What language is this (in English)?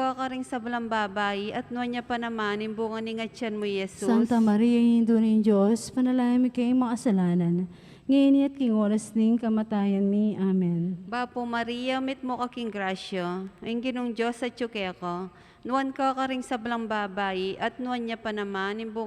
Pampanga